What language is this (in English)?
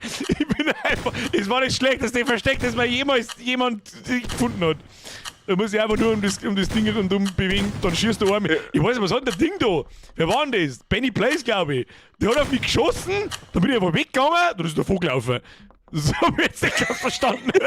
Bavarian